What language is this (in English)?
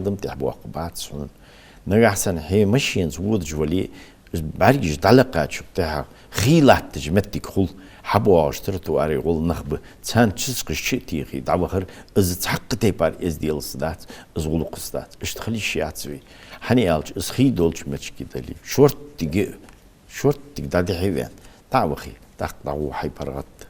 Ingush